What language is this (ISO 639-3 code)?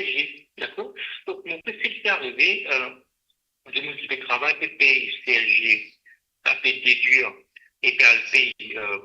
mfe